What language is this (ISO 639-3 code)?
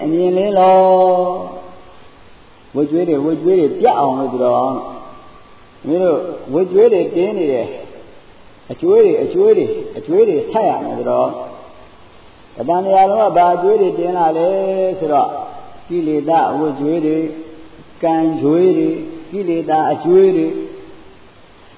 mya